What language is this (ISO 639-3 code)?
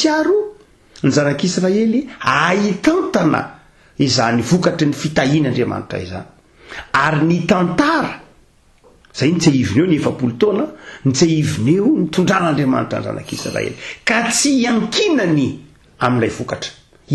mlg